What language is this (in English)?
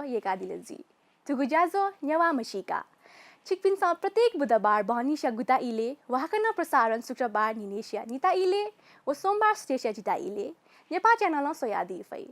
Newari